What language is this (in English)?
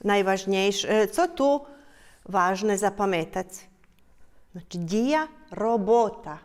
Rusyn